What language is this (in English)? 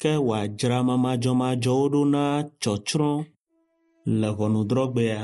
Ewe